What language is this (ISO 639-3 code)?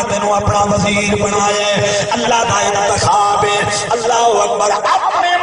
skr